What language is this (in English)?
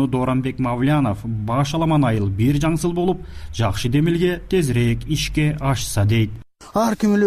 Kyrgyz